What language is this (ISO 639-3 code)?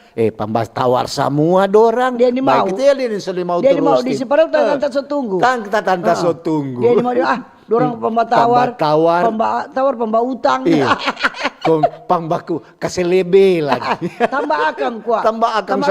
xmm